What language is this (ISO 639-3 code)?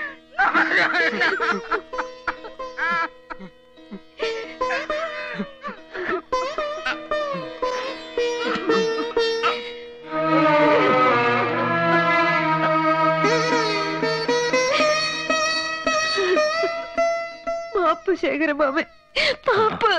mal